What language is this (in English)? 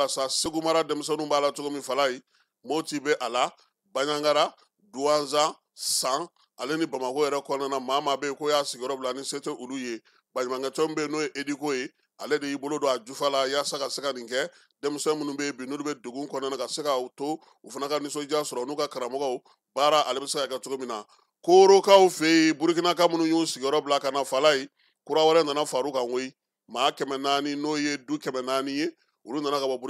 Bambara